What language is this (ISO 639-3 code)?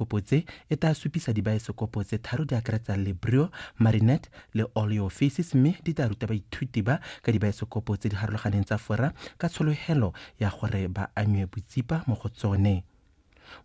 tsn